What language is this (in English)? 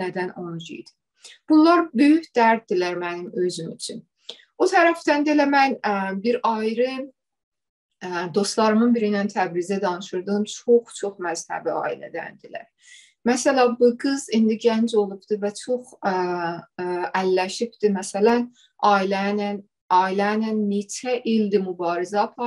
South Azerbaijani